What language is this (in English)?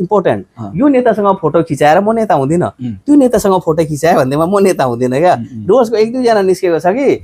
Nepali